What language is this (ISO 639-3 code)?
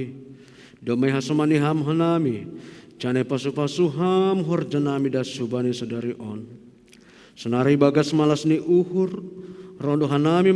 bts